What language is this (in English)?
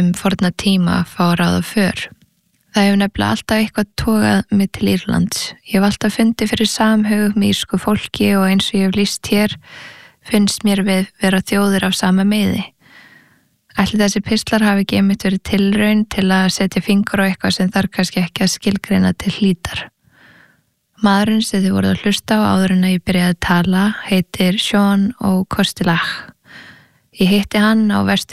Icelandic